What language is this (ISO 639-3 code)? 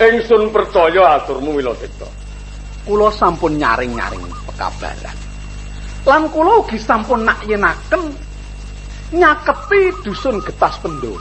jav